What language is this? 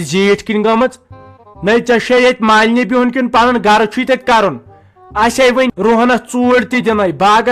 Kashmiri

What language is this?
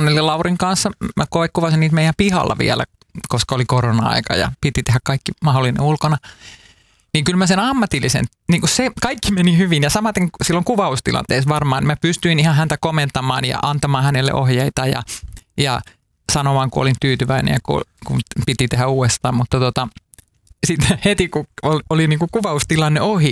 Finnish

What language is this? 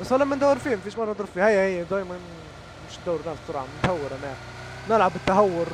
Libyan Arabic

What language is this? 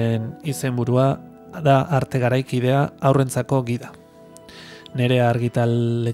Basque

